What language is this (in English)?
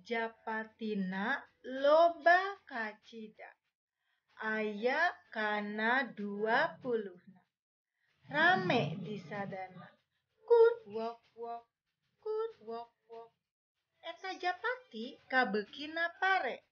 Sundanese